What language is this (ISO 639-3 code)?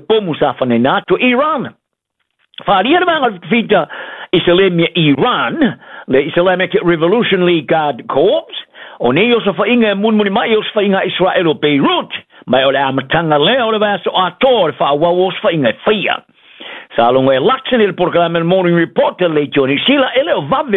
smo